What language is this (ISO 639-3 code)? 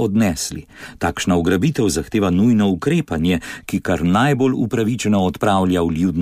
slv